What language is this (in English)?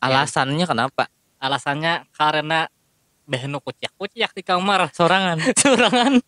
Banjar